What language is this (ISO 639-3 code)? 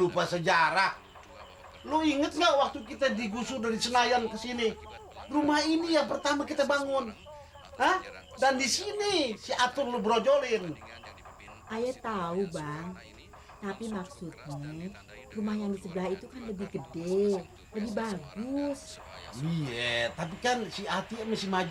bew